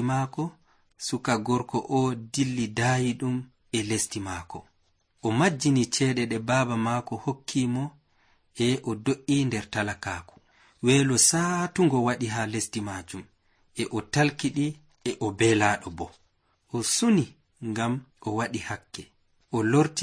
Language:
Nigerian Fulfulde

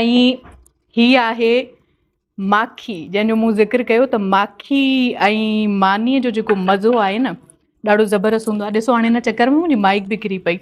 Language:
Sindhi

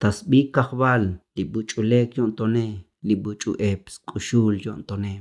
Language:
Tzotzil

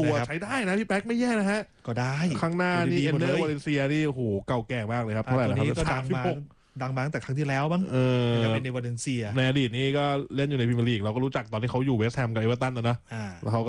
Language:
Thai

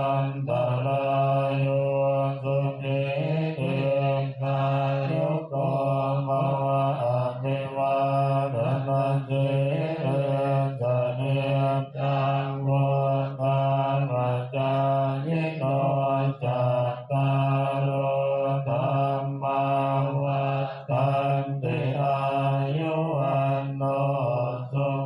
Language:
Pali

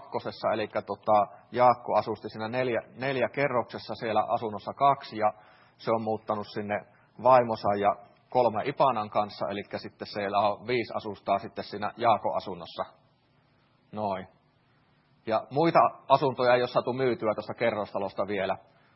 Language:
Finnish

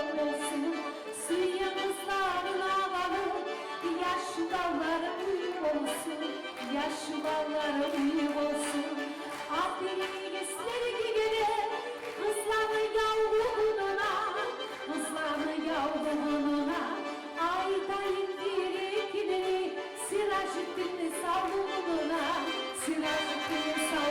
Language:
Kumyk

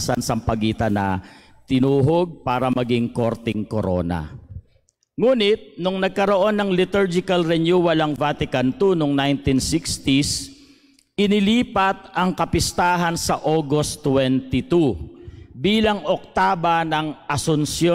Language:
Filipino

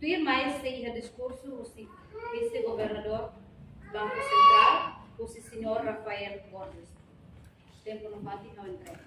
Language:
Tetum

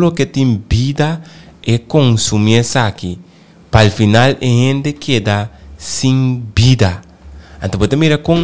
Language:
Papiamento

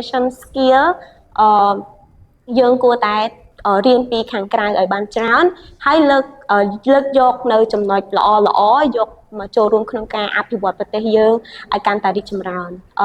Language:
Khmer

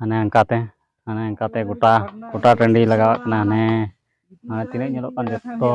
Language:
Santali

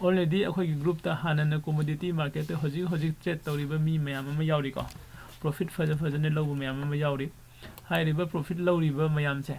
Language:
Manipuri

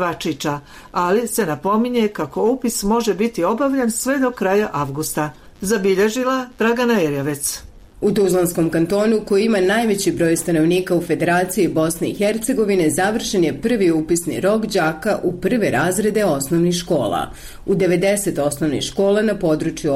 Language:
Bosnian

